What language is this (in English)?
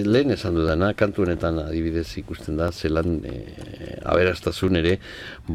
Basque